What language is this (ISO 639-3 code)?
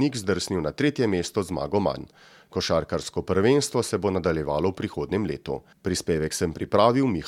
slv